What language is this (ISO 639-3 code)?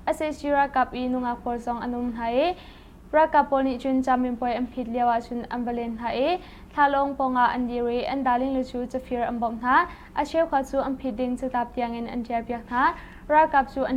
cnh